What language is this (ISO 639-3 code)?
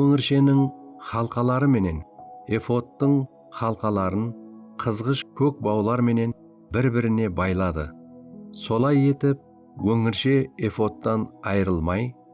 kaa